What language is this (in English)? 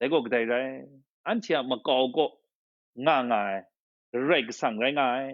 Kachin